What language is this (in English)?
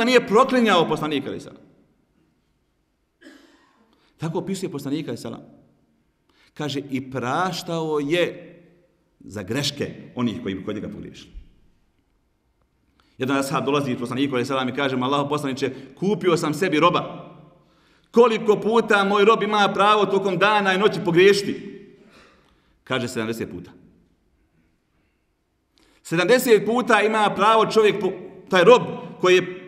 Bosnian